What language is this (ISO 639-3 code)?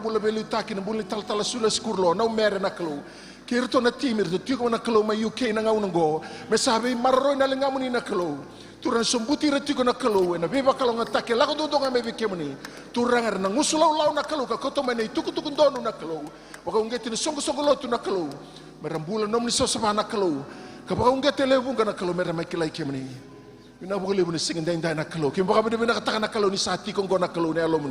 fij